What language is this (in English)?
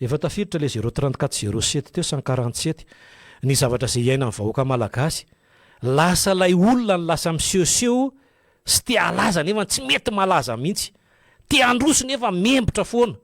Malagasy